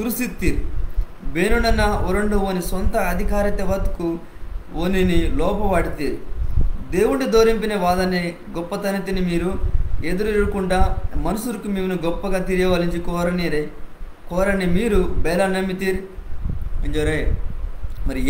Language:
Koya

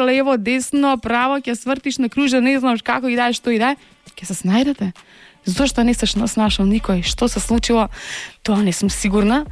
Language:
Macedonian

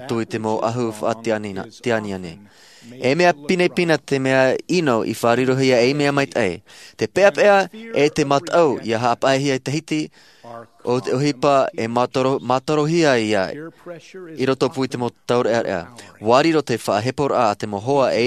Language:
Tahitian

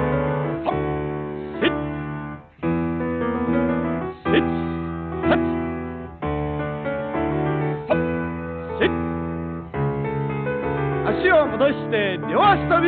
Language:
Japanese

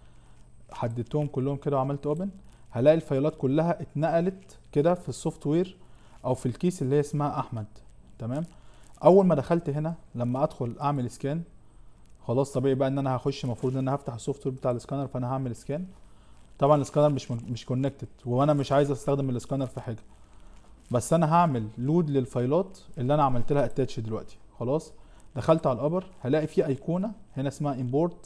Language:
Egyptian Arabic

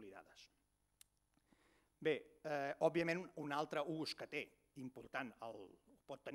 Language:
Catalan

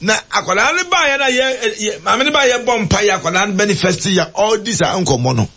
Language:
Akan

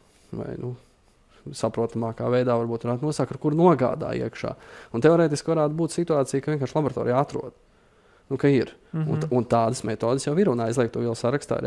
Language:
Latvian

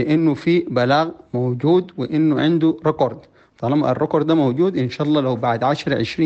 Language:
Sudanese Arabic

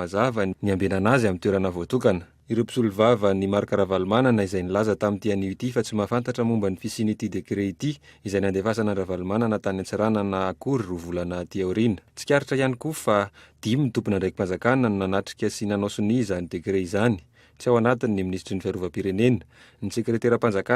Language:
Malagasy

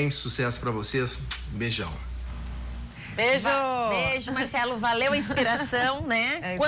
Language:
Portuguese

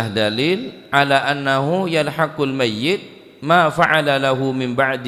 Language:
Madurese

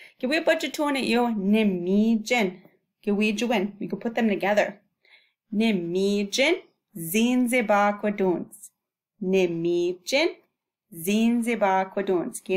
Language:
Chippewa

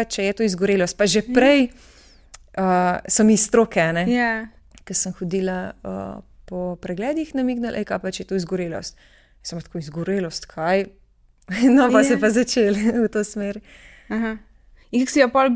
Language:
Slovenian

